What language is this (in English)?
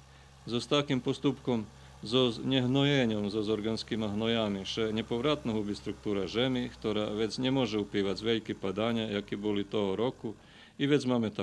Rusyn